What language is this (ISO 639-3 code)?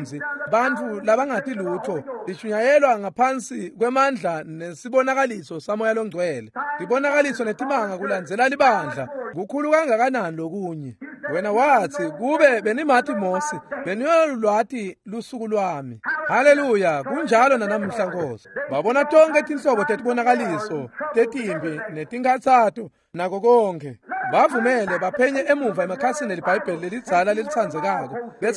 ssw